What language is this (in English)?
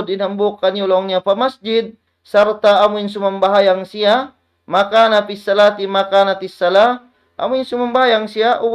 Tausug